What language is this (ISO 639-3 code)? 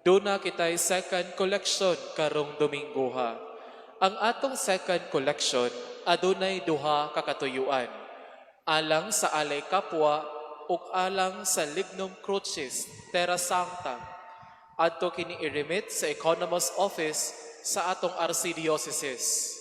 ceb